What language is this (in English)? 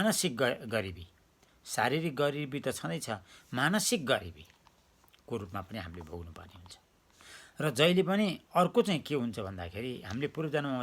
Nepali